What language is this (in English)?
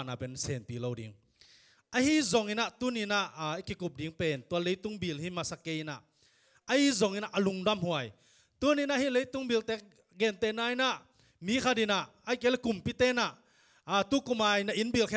Tedim Chin